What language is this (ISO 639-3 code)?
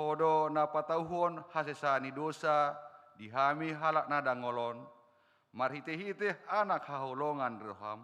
bbc